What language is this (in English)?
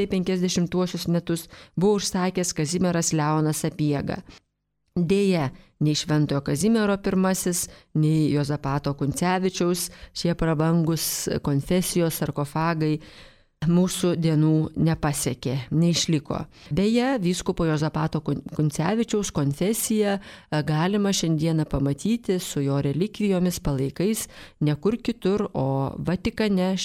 Lithuanian